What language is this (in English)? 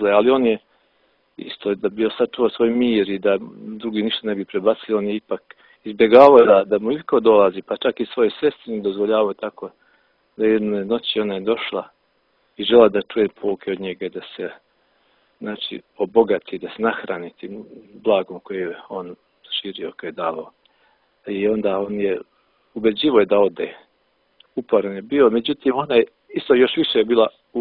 Serbian